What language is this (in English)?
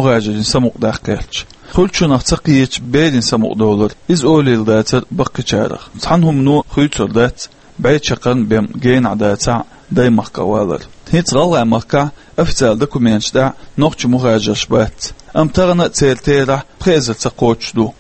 Chechen